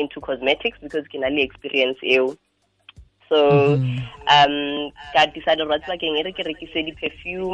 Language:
Tswana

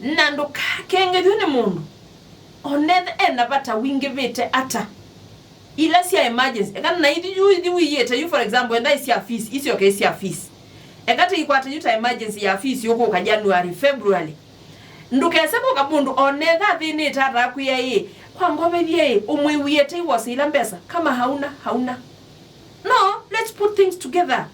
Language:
Kamba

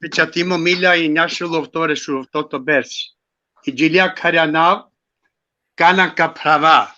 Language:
Balkan Romani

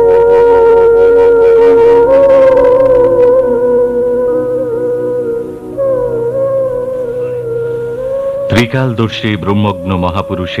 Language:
Bangla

